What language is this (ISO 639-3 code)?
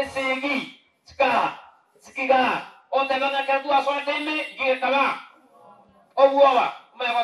guz